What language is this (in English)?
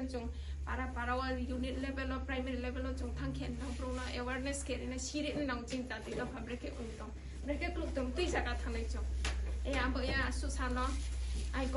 Riang (India)